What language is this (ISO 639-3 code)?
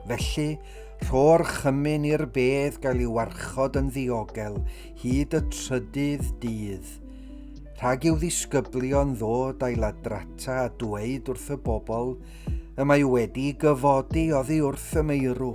cym